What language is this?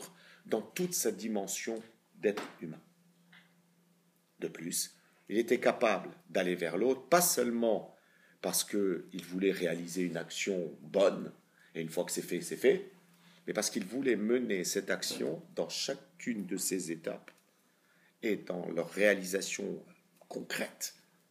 French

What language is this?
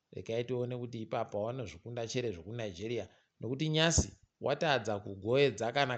Ndau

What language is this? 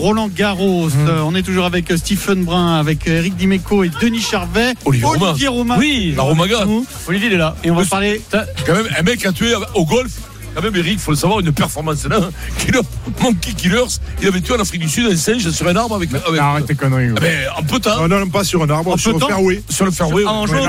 French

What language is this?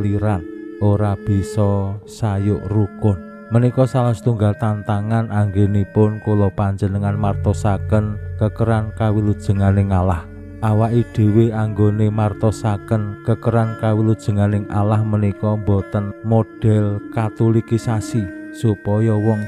Javanese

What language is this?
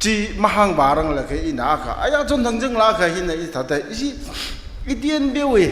Tangkhul Naga (India)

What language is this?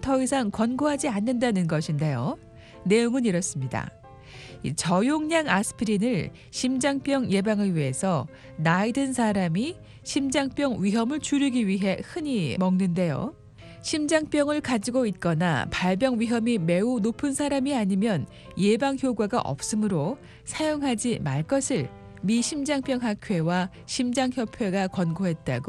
Korean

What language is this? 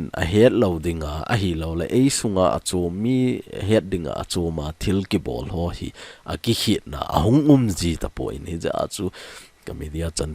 Thado Chin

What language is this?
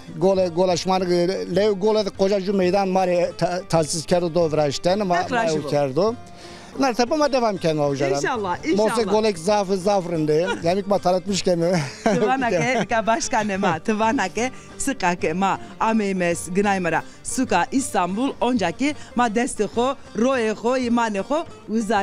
Zaza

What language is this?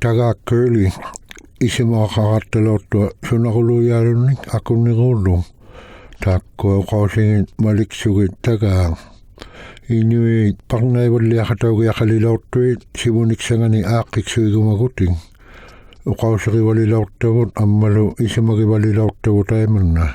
Inuktitut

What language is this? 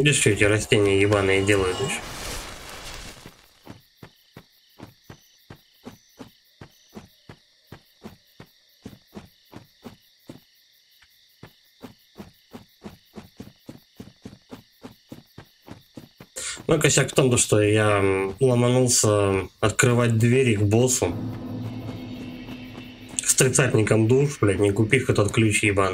Russian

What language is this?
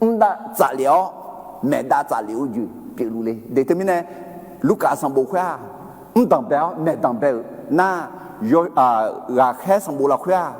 Akha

